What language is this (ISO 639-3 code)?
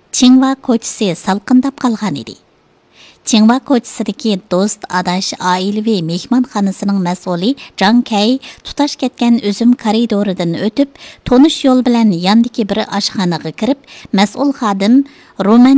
uig